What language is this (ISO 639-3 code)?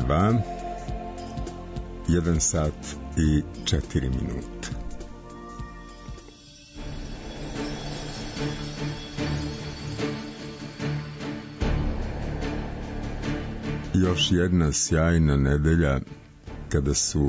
srp